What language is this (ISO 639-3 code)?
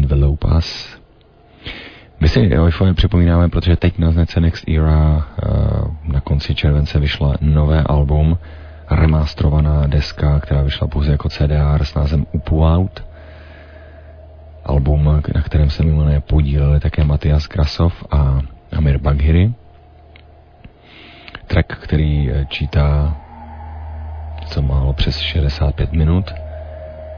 ces